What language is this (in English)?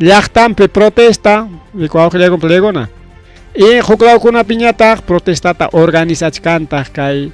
Ayacucho Quechua